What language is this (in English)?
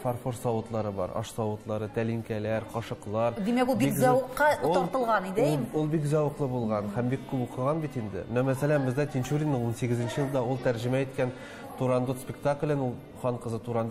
Tatar